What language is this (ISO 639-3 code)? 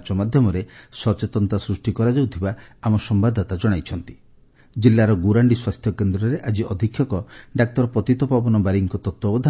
ori